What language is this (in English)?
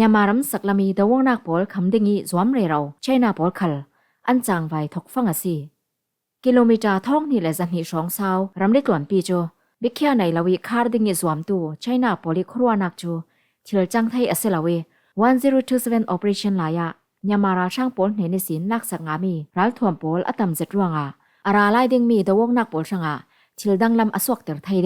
Falam Chin